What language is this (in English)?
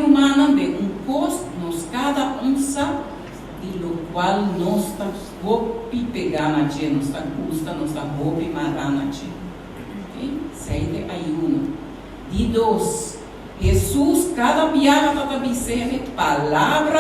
Papiamento